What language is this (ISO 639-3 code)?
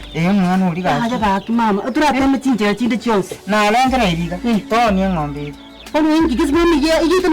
guz